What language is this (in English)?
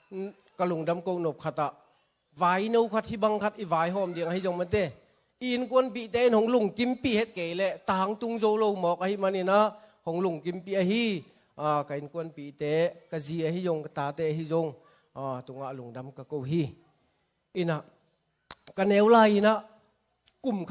Tedim Chin